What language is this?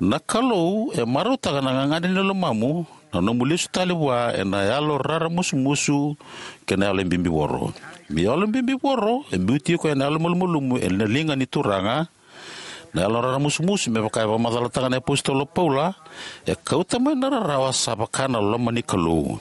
Fijian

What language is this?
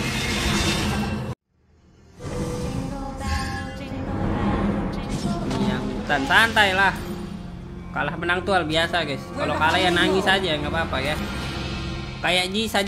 Indonesian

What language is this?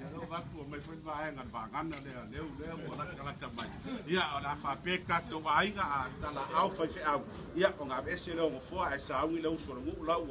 Samoan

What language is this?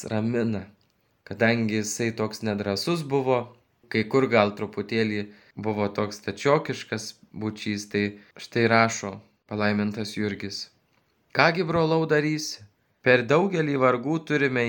Lithuanian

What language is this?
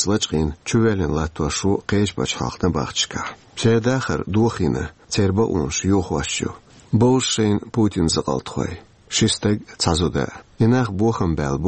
Chechen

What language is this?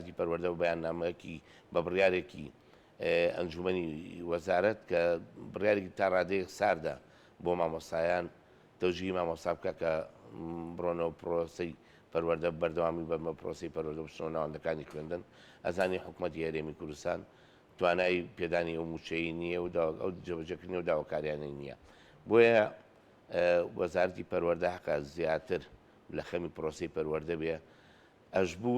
Central Kurdish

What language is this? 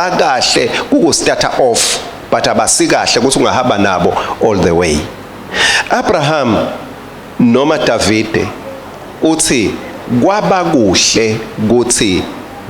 Swati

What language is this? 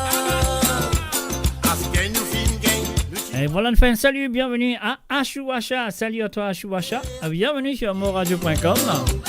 Morisyen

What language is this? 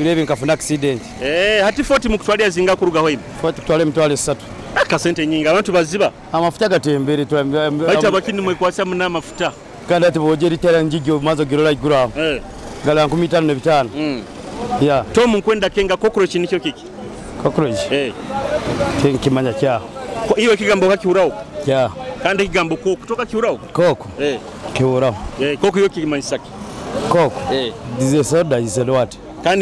Nyoro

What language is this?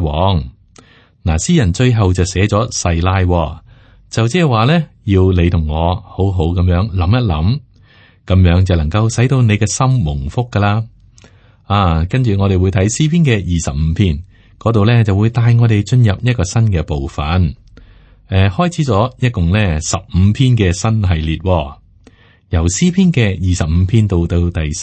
Cantonese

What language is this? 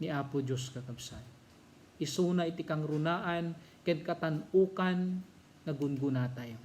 Iloko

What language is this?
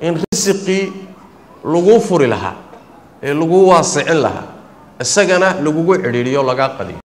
Somali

